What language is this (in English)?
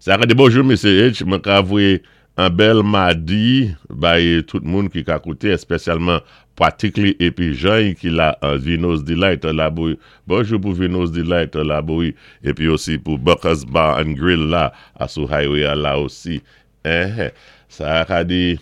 Saint Lucian Creole French